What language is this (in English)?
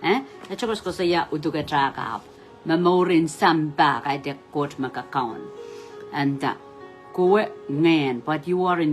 Pohnpeian